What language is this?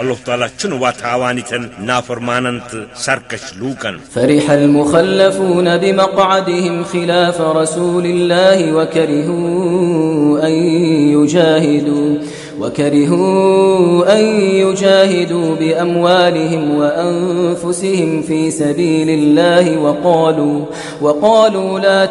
Kashmiri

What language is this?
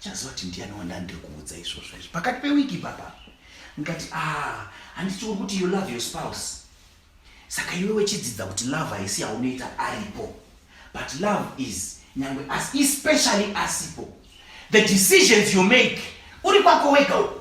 Shona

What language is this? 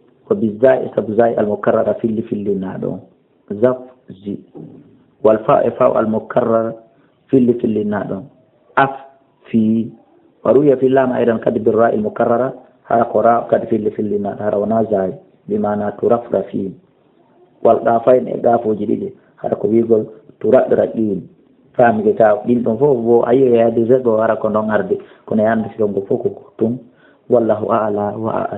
Fula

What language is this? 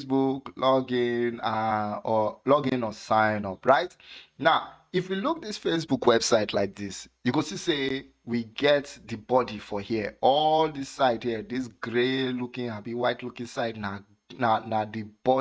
Nigerian Pidgin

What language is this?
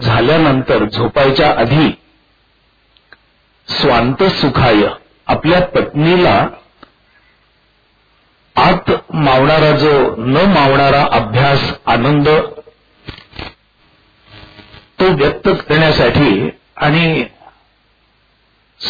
Marathi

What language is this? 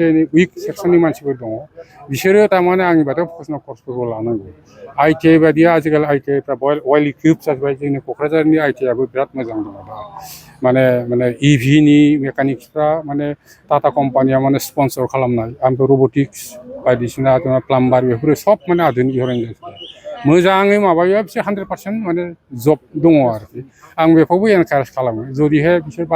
Bodo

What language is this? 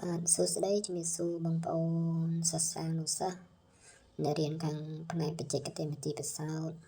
Khmer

